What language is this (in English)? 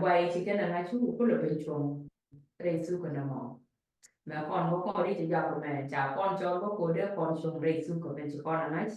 Nuer